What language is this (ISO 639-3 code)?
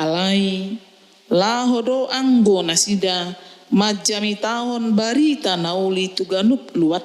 bbc